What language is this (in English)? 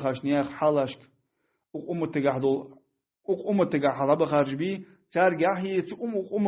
Ingush